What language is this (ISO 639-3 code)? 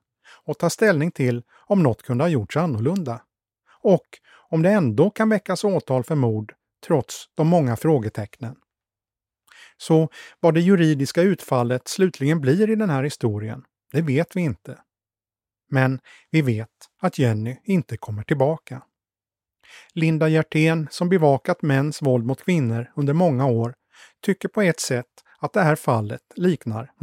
swe